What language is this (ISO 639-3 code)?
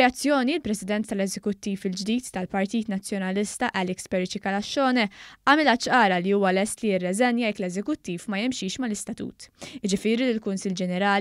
mlt